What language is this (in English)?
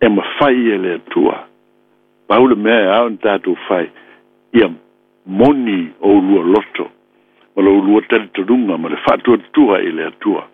Samoan